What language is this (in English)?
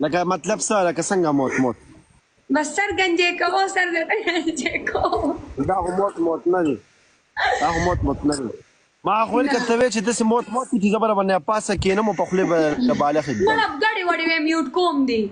Pashto